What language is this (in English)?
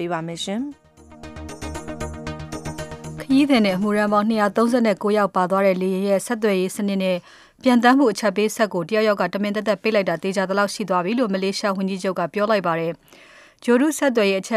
Burmese